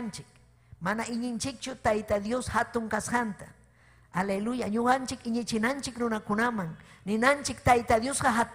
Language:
Ayacucho Quechua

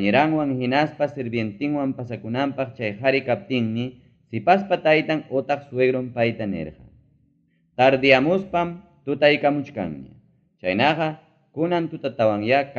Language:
Ayacucho Quechua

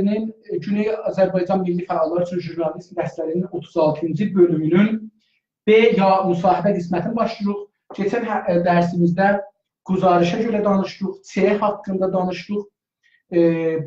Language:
South Azerbaijani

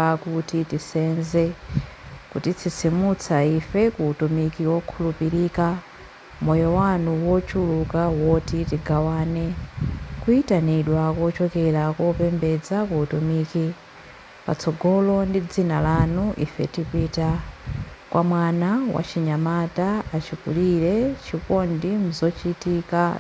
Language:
Nyanja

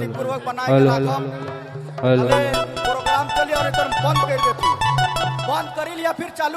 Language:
Sadri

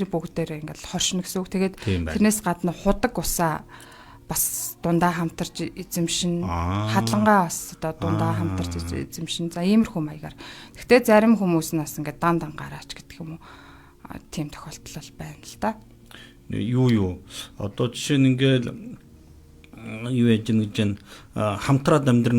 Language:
Mongolian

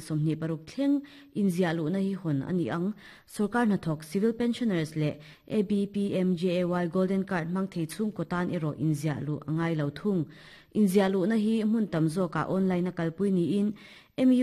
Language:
Mizo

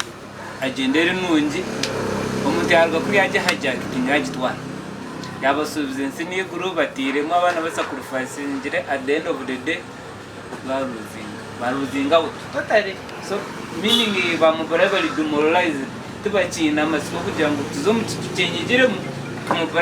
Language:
Nyankole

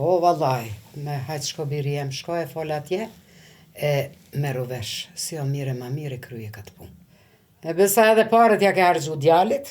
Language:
Albanian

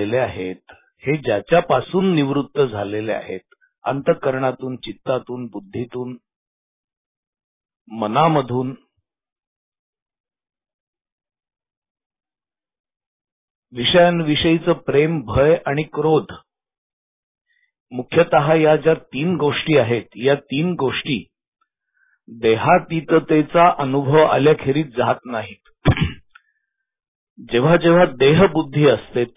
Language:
Marathi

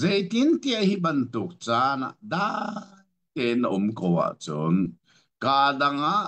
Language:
Hakha Chin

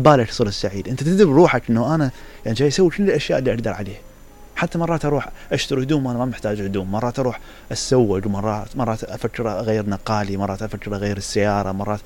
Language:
Mesopotamian Arabic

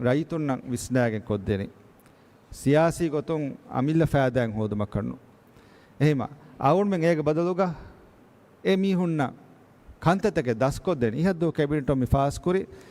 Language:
Divehi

